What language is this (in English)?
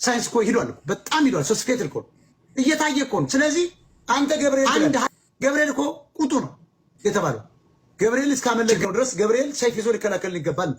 Amharic